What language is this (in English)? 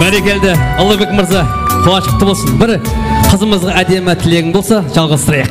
Kara-Kalpak